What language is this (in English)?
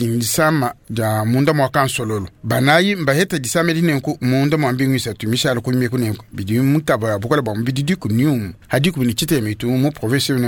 Luba-Lulua